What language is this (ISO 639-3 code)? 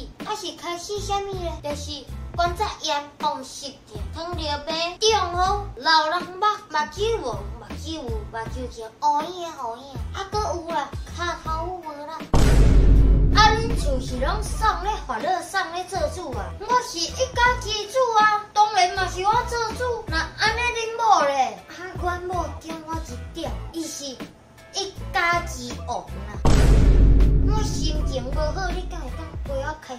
nan